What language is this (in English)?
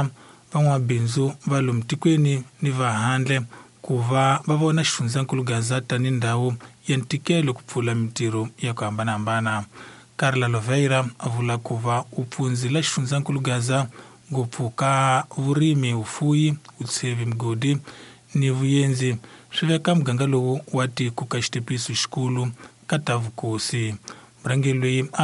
Tsonga